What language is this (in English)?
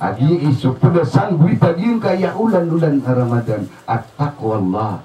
Maranao